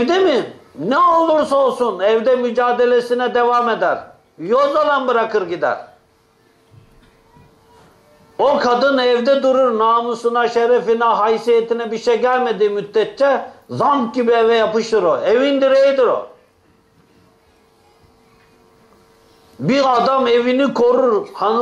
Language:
Turkish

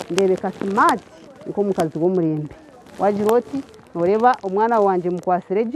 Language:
Nyankole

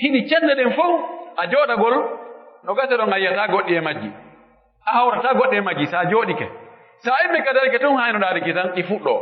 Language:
Pular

